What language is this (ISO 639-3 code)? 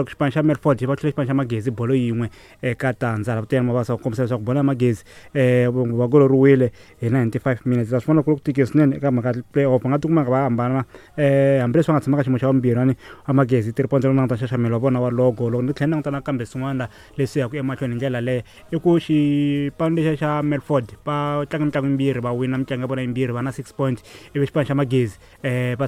tso